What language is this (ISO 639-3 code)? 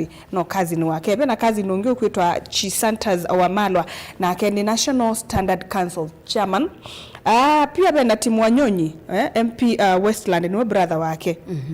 kam